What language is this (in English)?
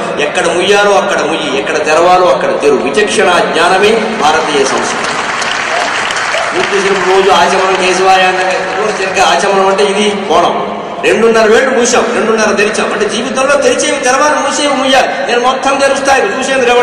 Telugu